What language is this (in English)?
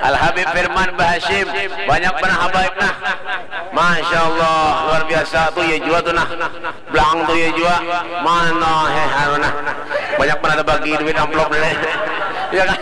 Banjar